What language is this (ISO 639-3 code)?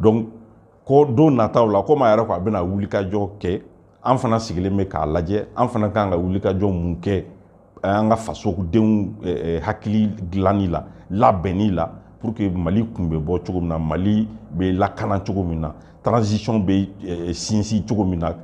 bam